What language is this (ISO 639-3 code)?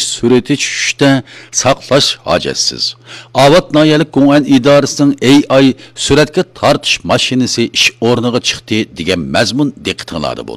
uig